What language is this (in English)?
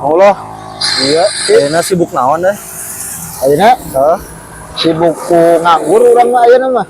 Sundanese